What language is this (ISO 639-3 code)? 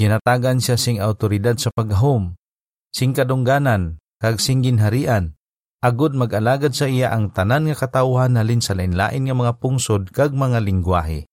hil